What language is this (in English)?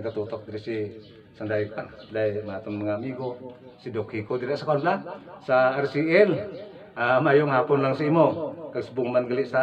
Hiligaynon